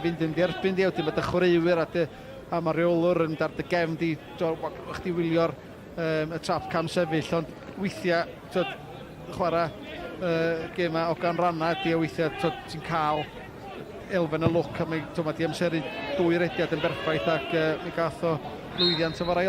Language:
Welsh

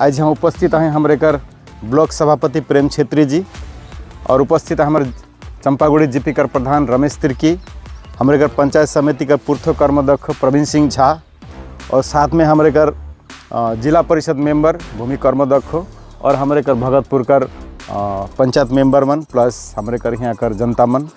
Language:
Sadri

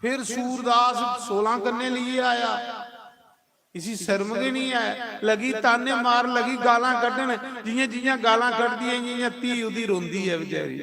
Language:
Dogri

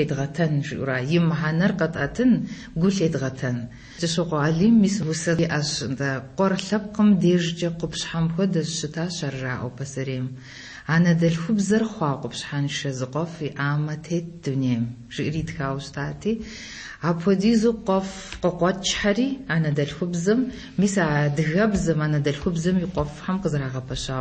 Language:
Kabardian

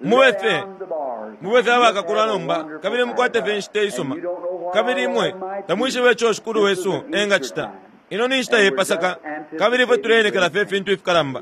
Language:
Bemba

